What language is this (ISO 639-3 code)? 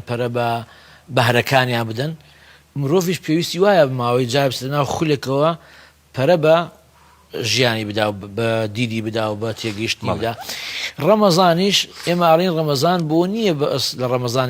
ckb